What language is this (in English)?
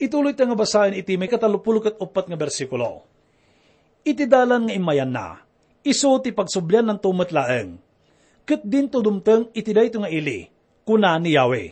Iloko